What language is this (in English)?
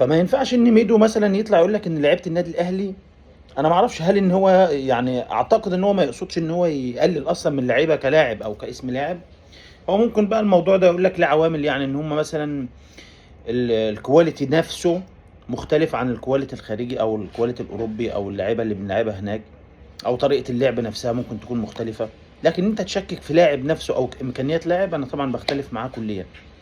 Egyptian Arabic